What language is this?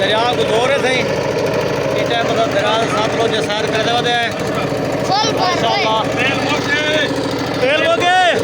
Saraiki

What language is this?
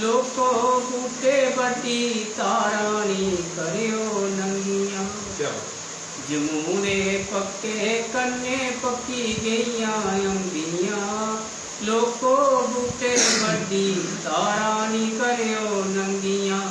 Dogri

